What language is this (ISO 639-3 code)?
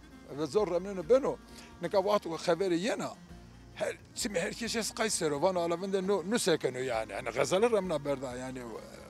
zza